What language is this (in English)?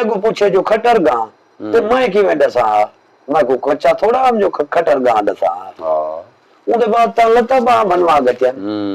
Saraiki